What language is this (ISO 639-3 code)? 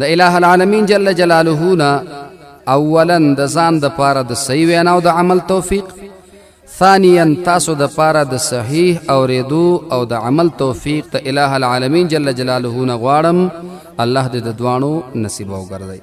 pus